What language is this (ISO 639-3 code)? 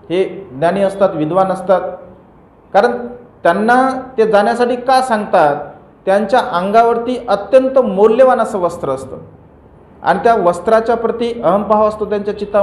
mar